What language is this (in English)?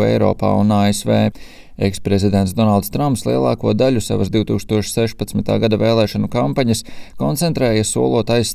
Latvian